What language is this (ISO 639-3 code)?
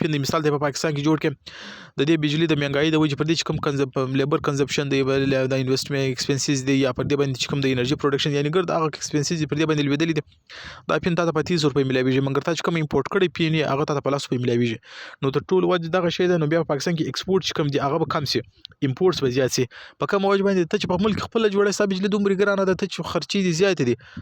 pus